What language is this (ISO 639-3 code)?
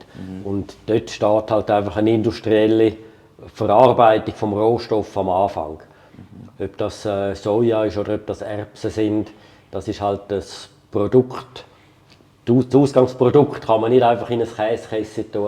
gsw